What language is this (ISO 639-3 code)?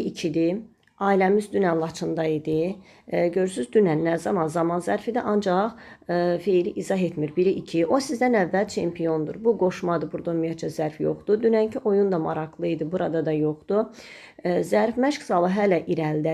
aze